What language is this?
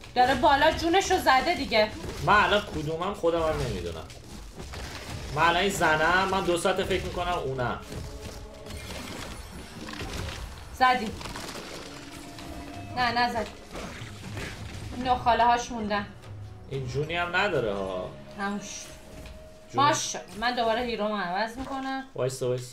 Persian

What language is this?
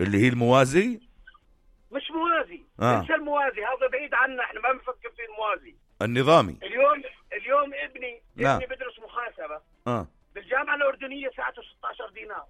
North Levantine Arabic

